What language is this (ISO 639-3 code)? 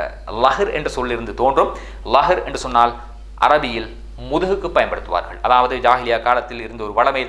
tam